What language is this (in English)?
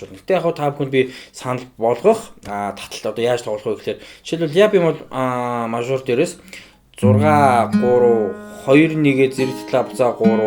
Mongolian